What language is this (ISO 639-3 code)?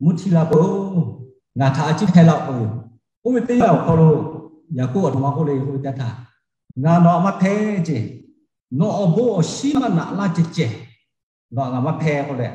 lhu